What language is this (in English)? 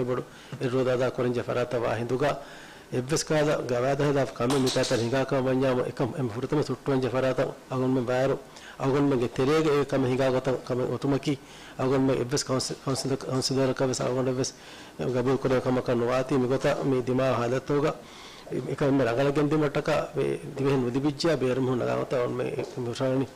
Divehi